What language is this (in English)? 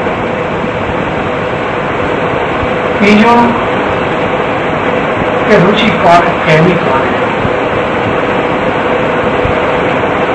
Gujarati